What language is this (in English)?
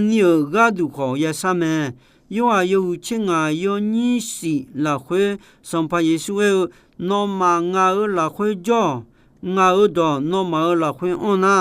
Akha